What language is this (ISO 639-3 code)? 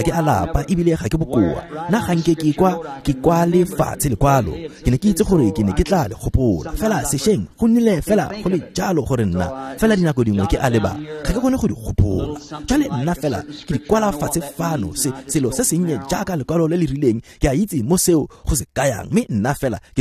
tsn